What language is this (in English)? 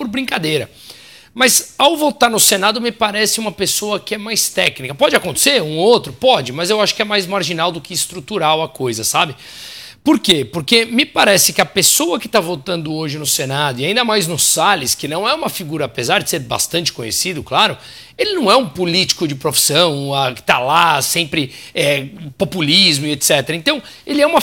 Portuguese